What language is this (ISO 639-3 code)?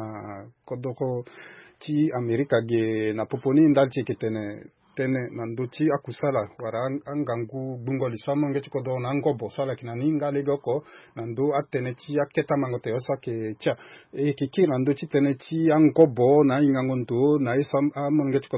sag